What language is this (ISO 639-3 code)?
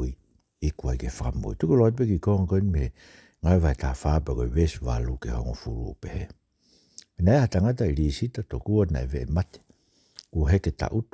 ton